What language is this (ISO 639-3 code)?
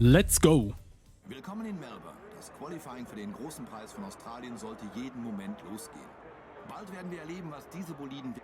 gsw